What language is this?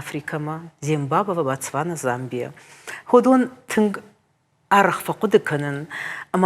Ossetic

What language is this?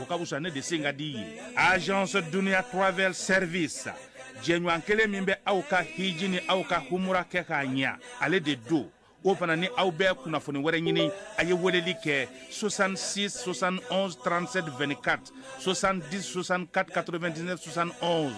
Bambara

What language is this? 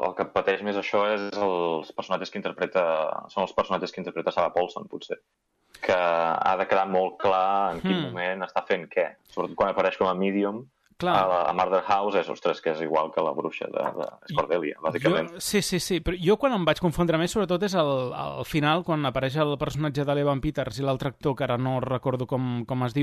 Catalan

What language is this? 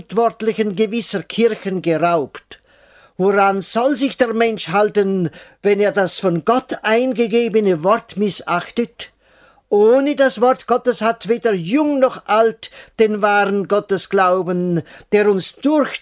German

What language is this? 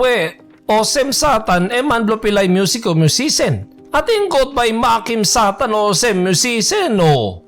Tok Pisin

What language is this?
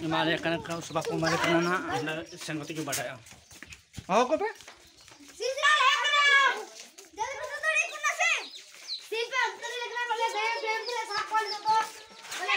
Santali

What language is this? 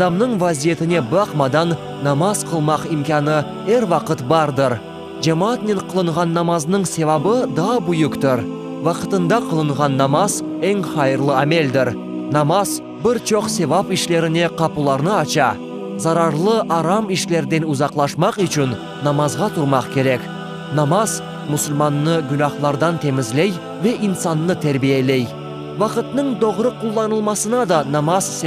Crimean Tatar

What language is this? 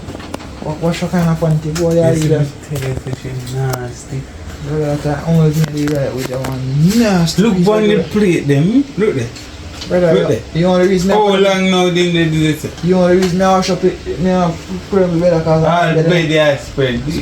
Jamaican Creole English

